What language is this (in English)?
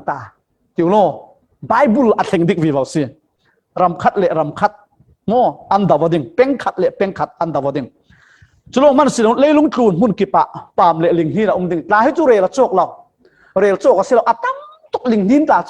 Falam Chin